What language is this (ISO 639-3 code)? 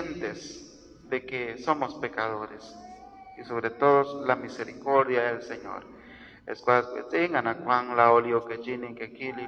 kek